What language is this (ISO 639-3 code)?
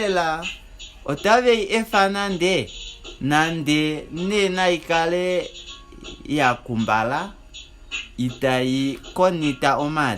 kua